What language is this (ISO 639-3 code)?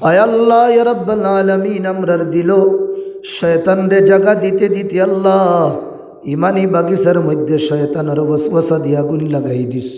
syl